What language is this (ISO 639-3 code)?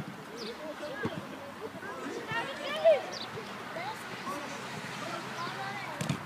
ell